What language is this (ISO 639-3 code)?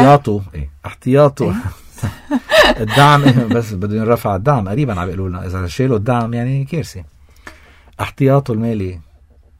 apc